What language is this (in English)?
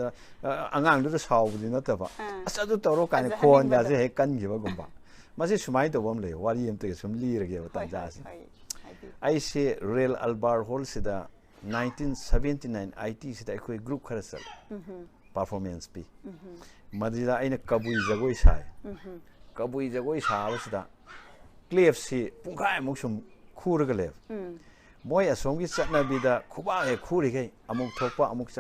Manipuri